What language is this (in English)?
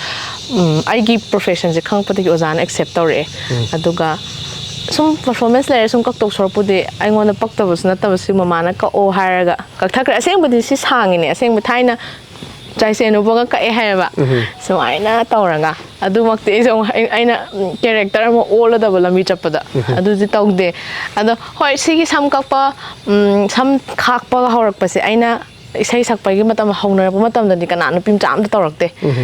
Manipuri